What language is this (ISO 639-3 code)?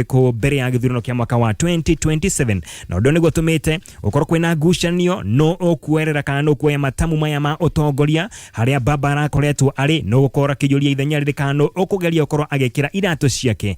kik